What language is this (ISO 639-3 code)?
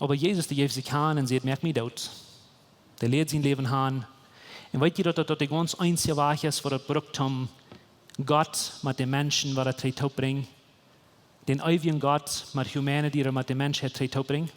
pdt